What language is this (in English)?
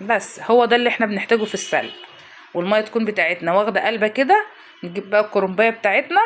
Egyptian Arabic